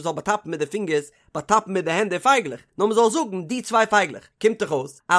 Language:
Yiddish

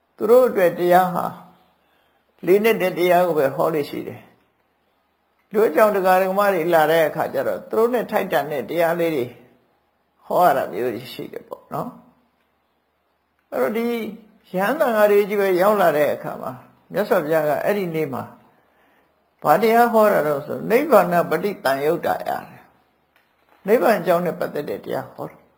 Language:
Burmese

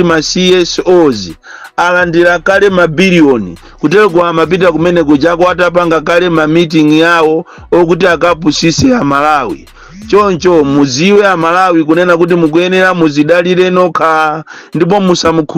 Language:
Nyanja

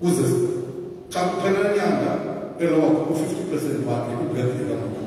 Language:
Xhosa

